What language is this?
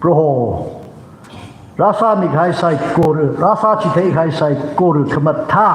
Tangkhul Naga (India)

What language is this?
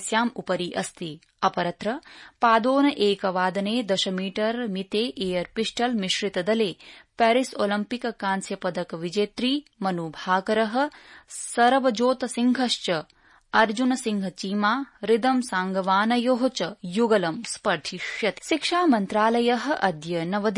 Sanskrit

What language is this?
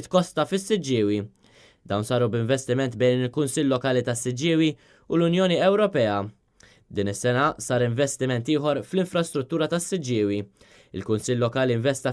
Maltese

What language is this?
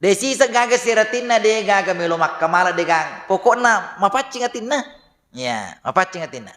Buginese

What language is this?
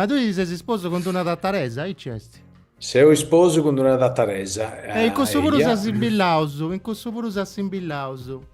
Sardinian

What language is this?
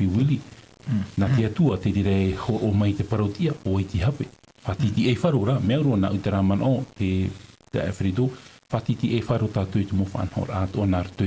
Tahitian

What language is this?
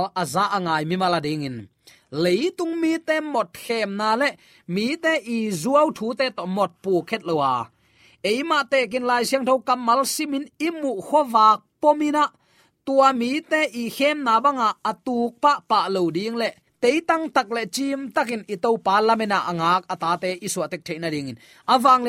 Tedim Chin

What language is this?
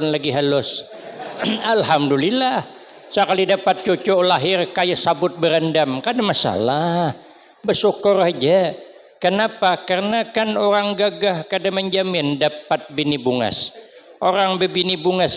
Banjar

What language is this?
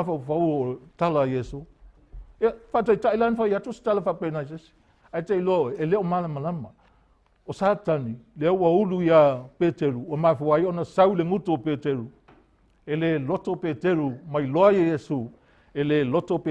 Samoan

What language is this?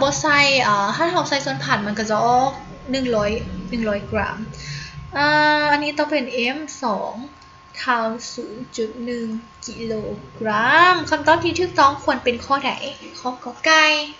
Lao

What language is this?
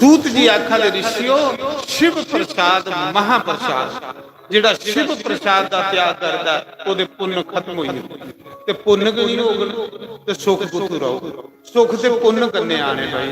Dogri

